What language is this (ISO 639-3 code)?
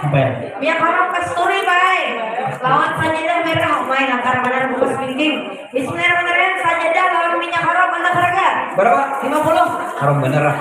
bjn